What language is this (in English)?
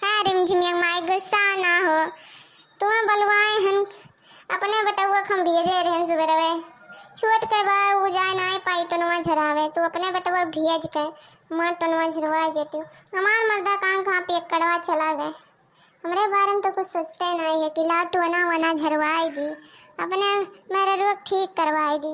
Awadhi